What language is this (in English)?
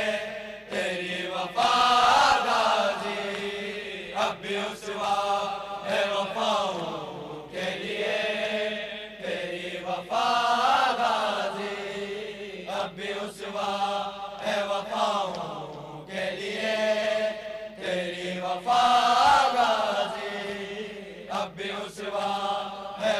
Urdu